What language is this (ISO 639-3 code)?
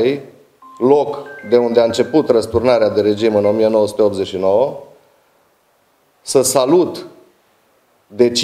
ron